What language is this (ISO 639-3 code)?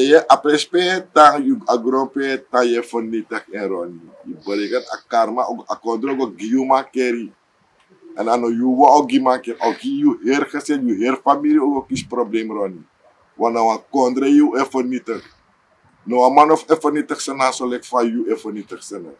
srn